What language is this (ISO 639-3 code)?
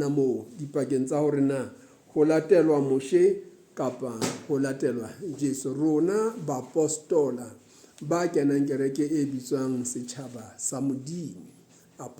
sot